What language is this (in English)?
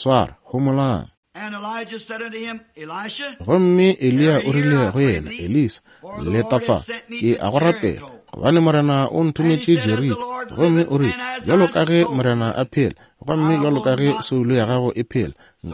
Northern Sotho